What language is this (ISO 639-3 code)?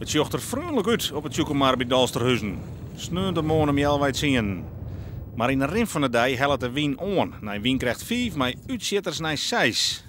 fry